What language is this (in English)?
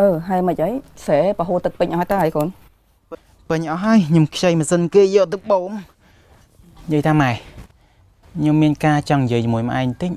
Khmer